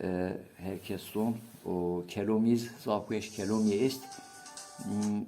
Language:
Zaza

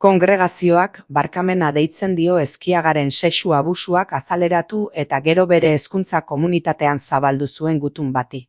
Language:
Basque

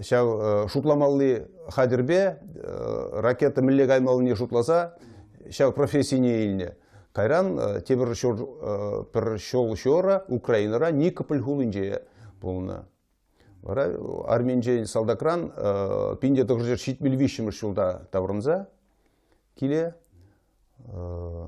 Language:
Chuvash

